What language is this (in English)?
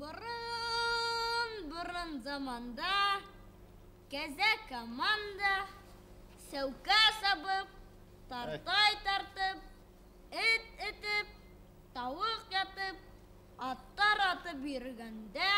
Bashkir